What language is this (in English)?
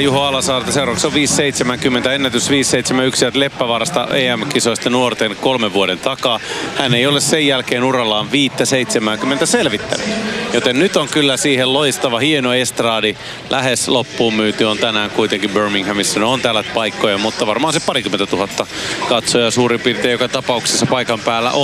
Finnish